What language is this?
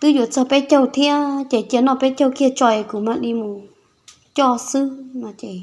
Hmong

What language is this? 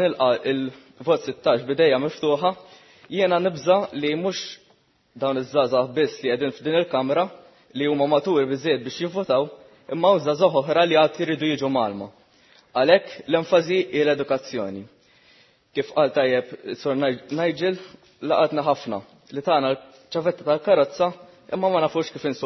Maltese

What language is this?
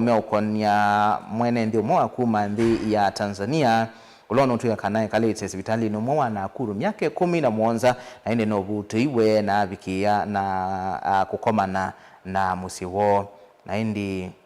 Kamba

